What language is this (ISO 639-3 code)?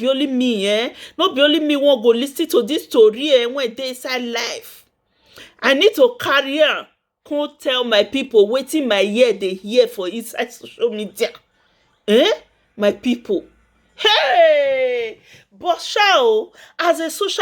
pcm